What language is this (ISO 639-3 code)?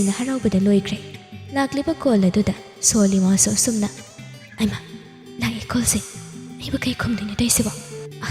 mni